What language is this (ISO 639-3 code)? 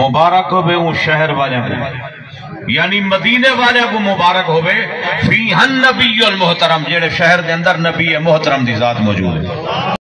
skr